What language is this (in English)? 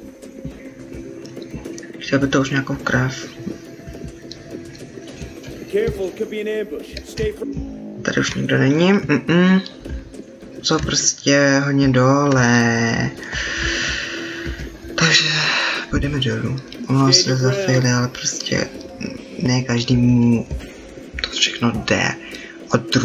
Czech